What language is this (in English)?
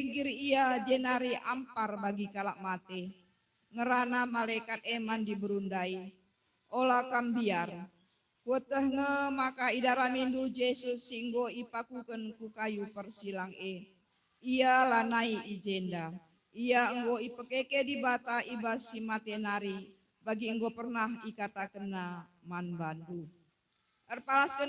Batak Karo